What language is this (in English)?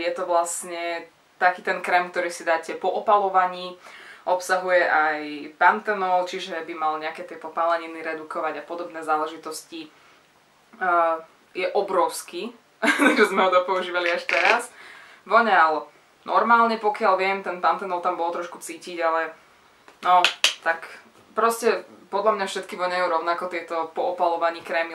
Slovak